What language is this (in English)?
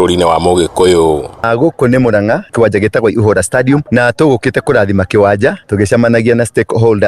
Kikuyu